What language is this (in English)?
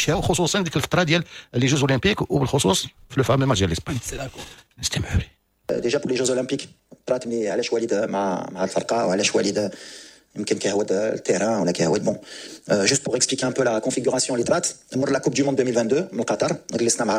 Moroccan Arabic